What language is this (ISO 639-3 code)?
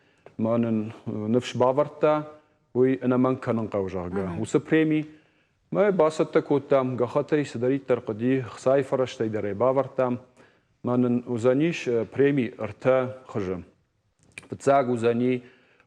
oss